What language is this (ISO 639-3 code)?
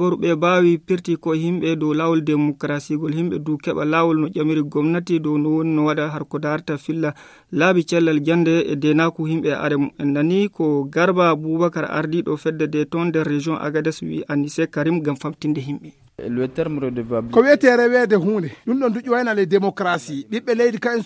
ful